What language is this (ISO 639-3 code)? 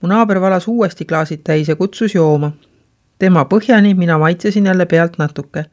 est